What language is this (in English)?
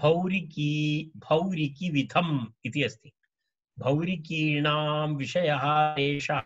Sanskrit